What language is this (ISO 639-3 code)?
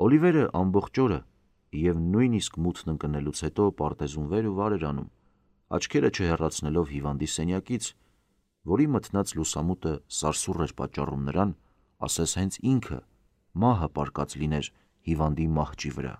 hye